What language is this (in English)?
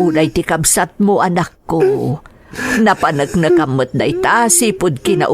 Iloko